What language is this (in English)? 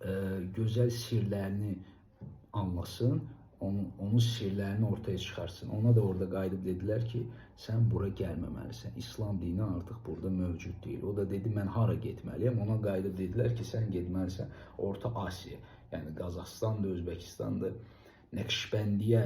Azerbaijani